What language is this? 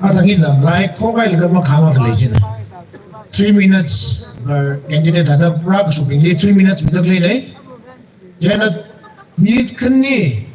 Tangkhul Naga (India)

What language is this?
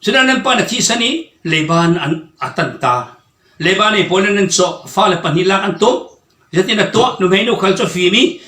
Falam Chin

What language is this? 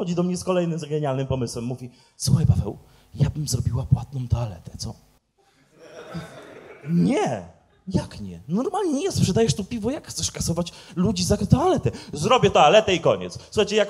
Polish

